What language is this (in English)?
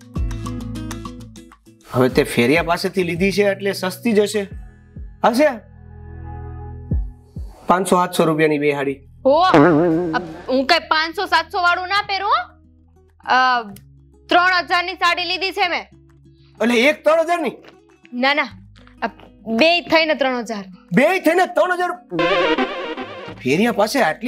Gujarati